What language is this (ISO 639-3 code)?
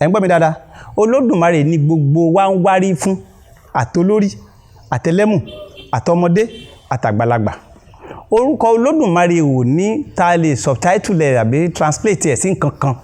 yor